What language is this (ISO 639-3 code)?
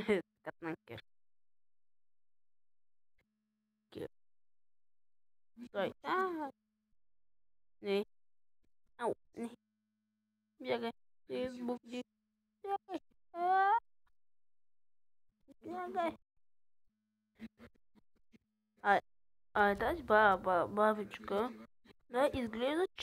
bul